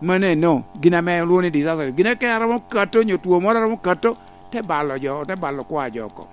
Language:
Lango (Uganda)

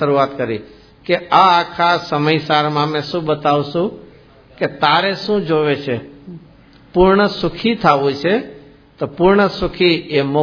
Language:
Gujarati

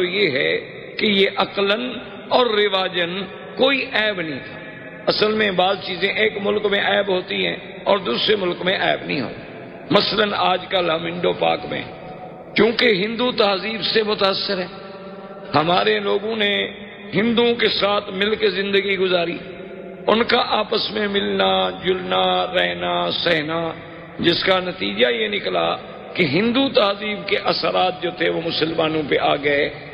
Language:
Urdu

